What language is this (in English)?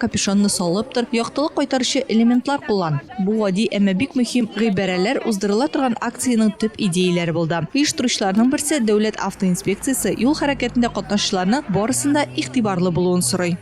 Tatar